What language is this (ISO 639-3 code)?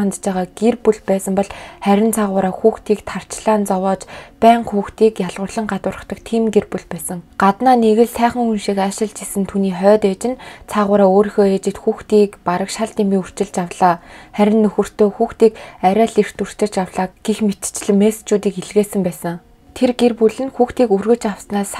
mon